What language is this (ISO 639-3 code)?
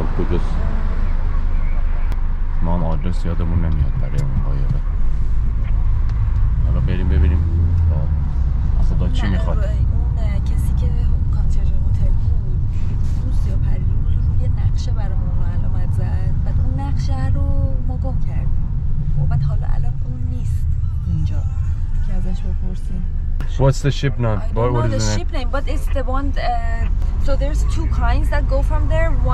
fas